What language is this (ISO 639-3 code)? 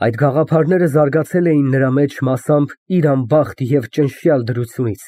hye